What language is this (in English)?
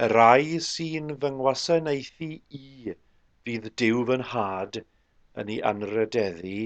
Welsh